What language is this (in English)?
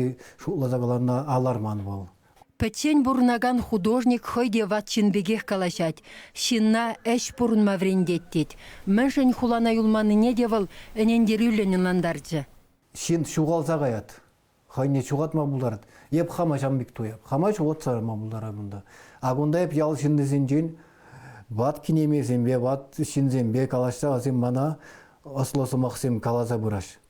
Chuvash